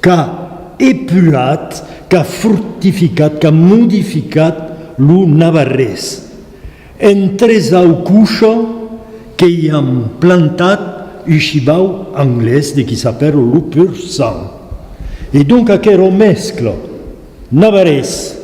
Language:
Occitan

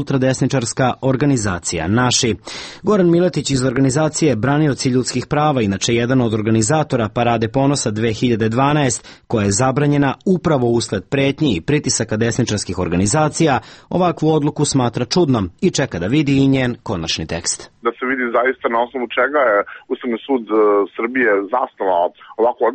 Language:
Serbian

